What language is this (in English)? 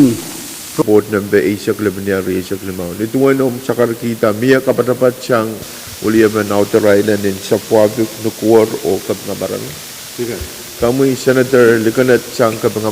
Pohnpeian